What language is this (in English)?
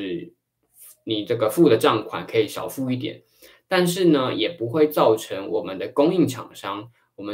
Chinese